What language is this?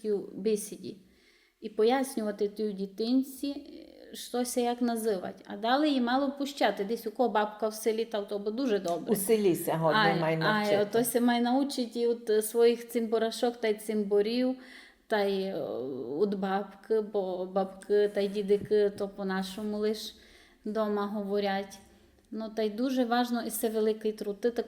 Rusyn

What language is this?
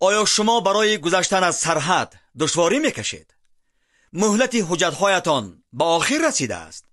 Tajik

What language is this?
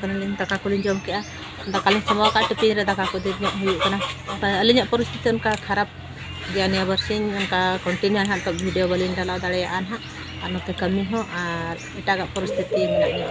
Santali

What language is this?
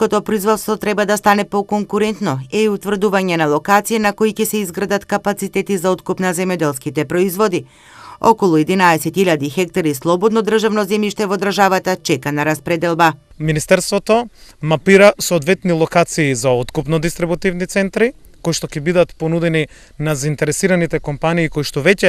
Macedonian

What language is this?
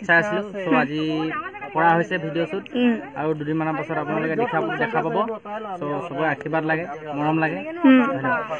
Assamese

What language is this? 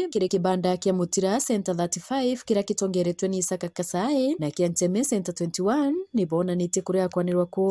Meru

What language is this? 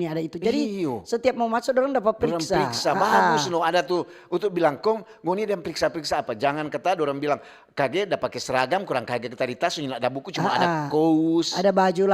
Manado Malay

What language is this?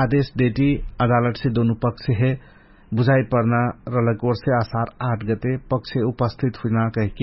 Dangaura Tharu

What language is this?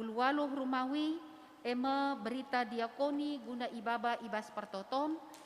Batak Karo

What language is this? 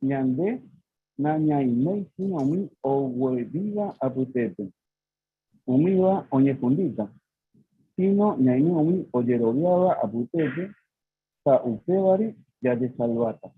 Guarani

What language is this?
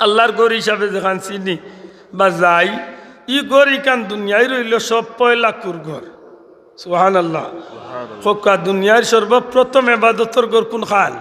Sylheti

